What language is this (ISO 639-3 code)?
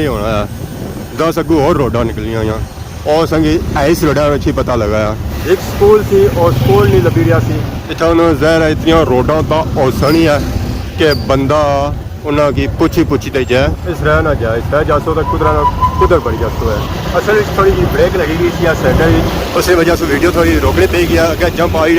phr